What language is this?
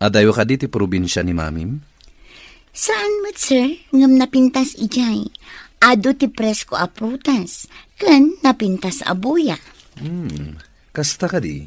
Iloko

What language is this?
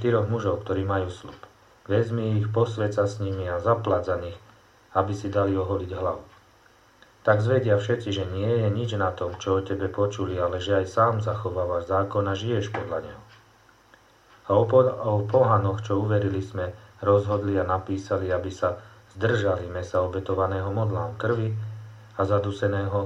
Slovak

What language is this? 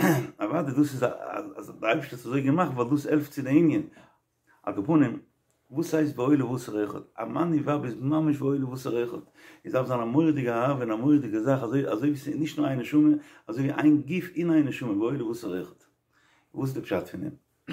Yiddish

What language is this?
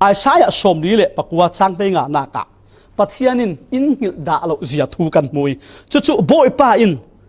Falam Chin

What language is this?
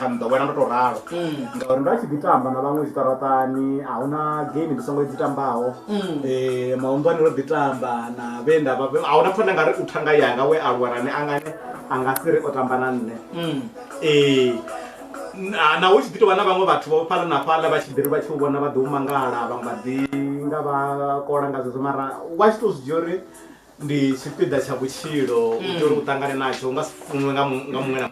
Venda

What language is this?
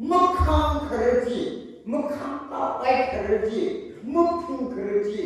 Tangkhul Naga (India)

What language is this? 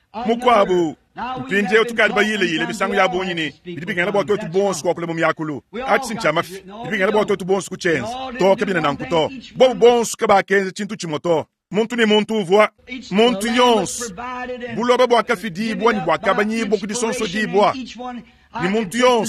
Luba-Lulua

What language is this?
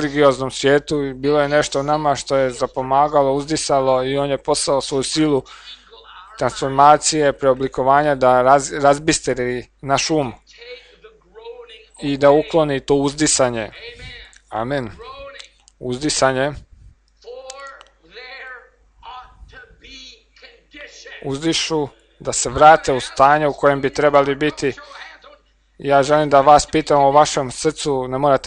Croatian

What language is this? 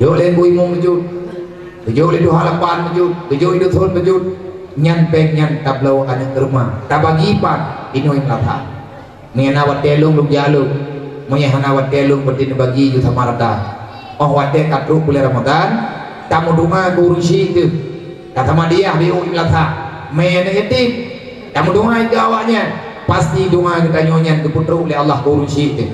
Achinese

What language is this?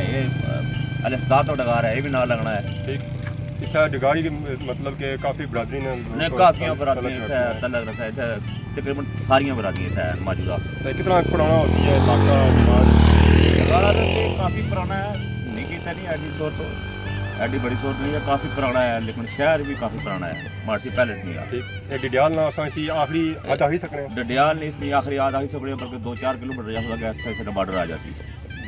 Pahari-Potwari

